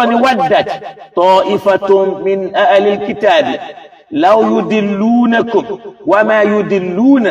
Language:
Yoruba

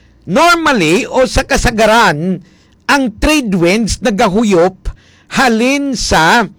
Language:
Hiligaynon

